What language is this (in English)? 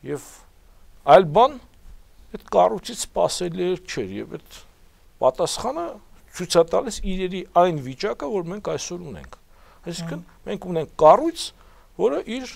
Armenian